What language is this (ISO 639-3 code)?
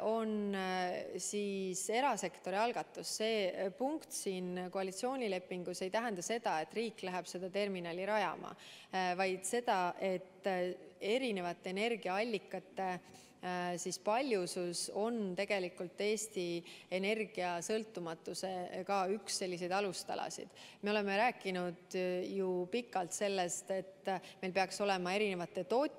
est